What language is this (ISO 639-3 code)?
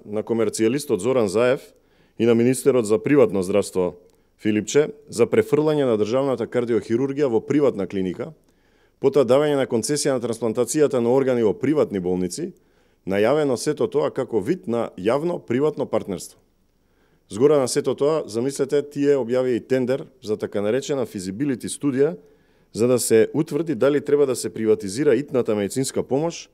mkd